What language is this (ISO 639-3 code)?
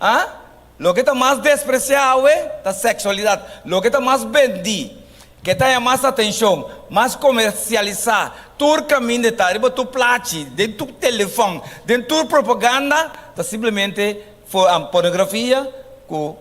pap